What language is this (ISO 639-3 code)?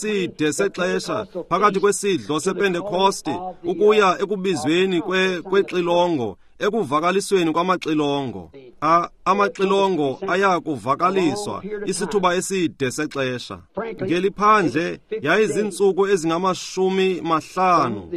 xho